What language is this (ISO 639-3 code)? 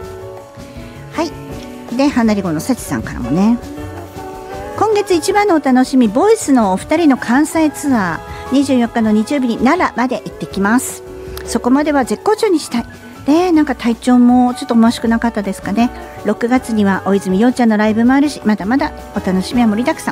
jpn